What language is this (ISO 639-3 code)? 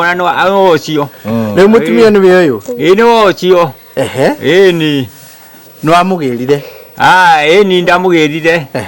kik